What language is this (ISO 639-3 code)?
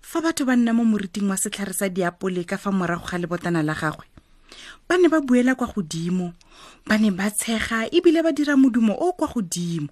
tsn